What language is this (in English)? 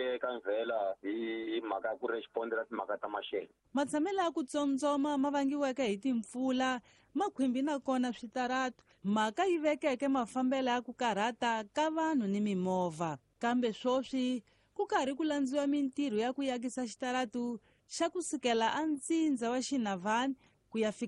Tsonga